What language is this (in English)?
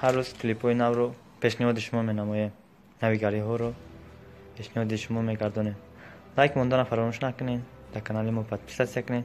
Tajik